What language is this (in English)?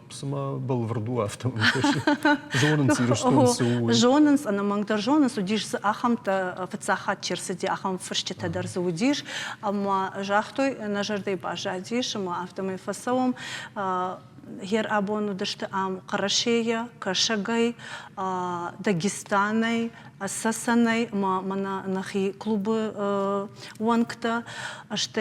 Ossetic